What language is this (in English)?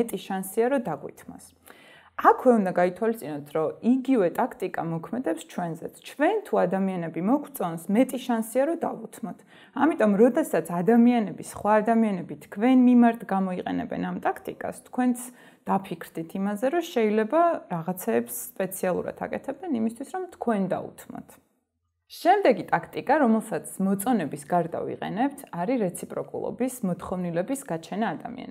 Georgian